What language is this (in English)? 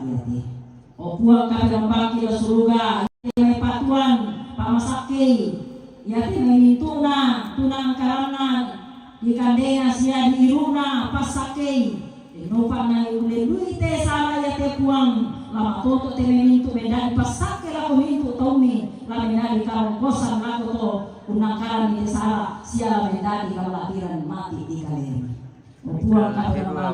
Toraja-Sa'dan